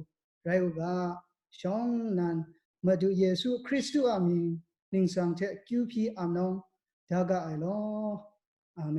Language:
Kachin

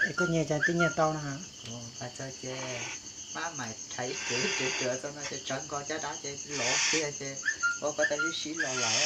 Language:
Hmong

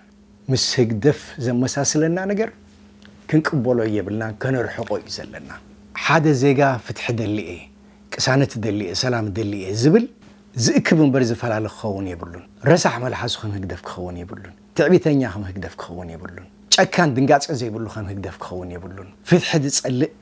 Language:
Tigrinya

